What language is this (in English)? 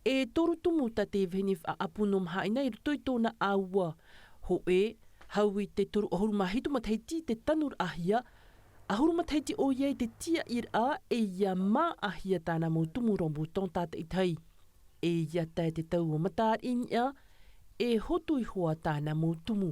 Tahitian